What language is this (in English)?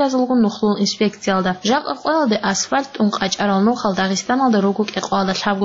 Avaric